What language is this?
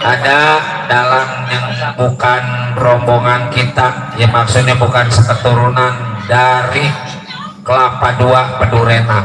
Betawi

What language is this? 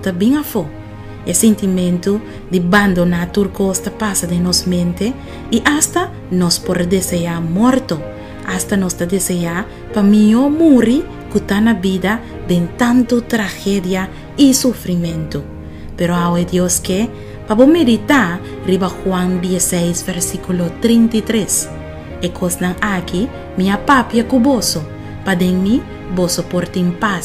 Papiamento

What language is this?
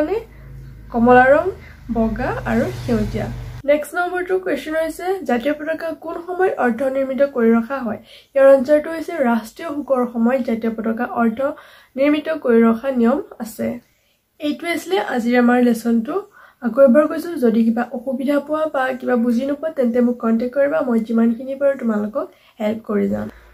Assamese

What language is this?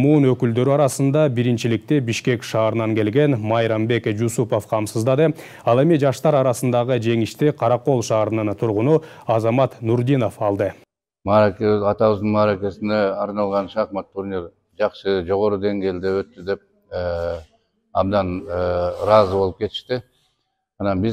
Kyrgyz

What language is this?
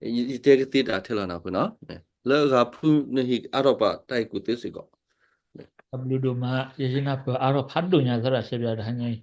S'gaw Karen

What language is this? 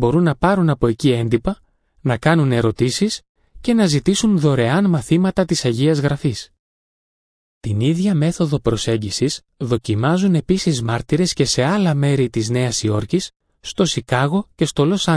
Greek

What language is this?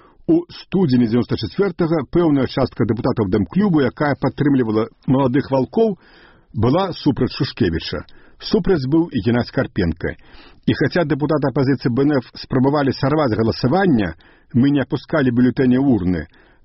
Belarusian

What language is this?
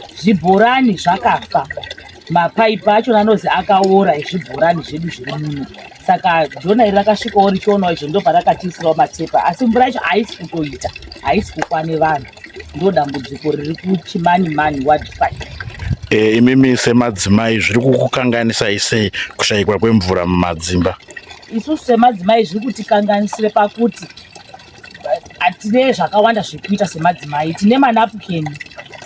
Shona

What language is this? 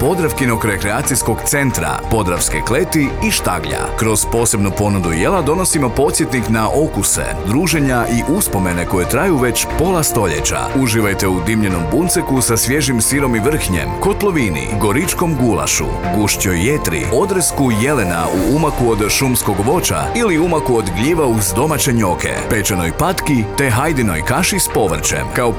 Croatian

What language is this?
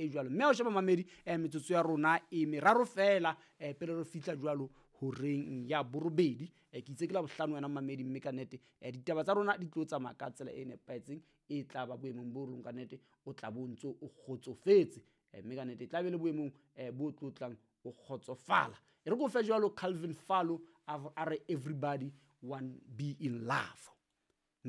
Southern Sotho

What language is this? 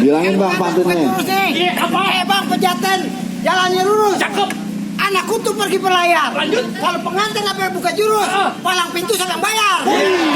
Betawi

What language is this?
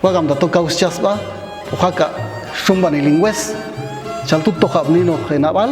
Popti'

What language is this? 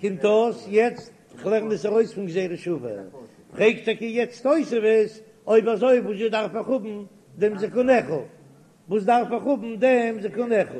Yiddish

